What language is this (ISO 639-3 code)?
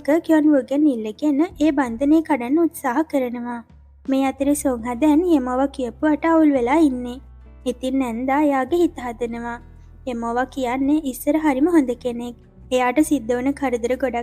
sin